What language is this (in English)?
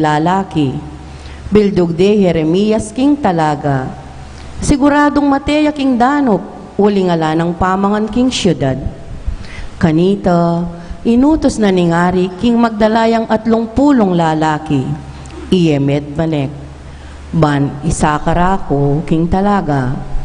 Pampanga